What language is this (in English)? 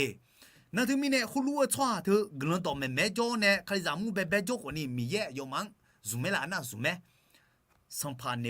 Akha